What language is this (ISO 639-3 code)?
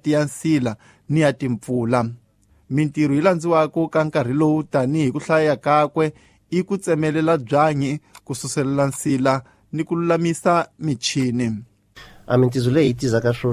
tso